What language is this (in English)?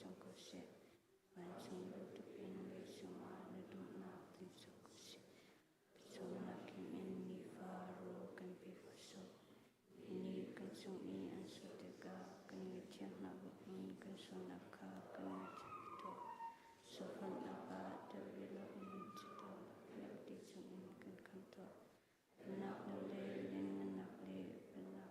Hakha Chin